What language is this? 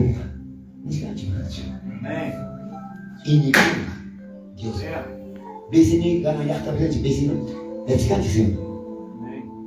Quechua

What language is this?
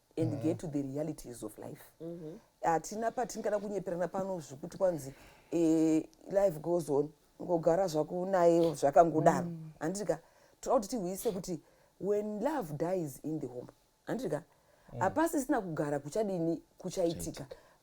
Shona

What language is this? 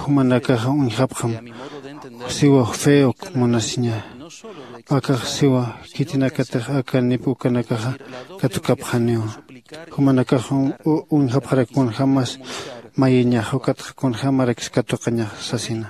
Aymara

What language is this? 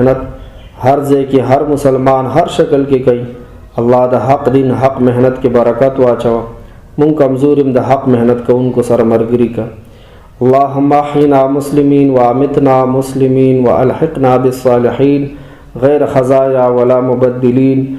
Pashto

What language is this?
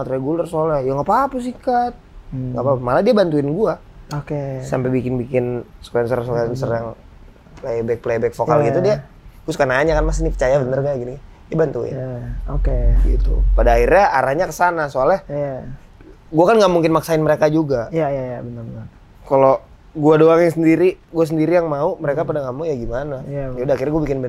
Indonesian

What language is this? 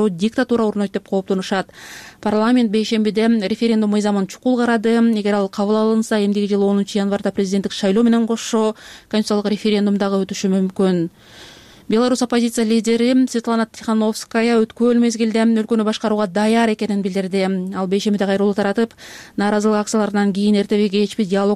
Kyrgyz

